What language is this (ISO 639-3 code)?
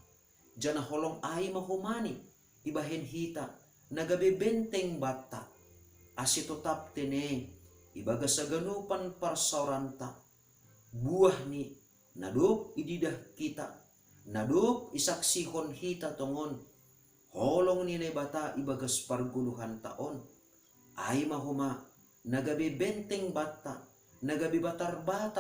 bts